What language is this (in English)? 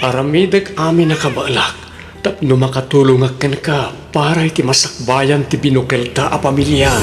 Iloko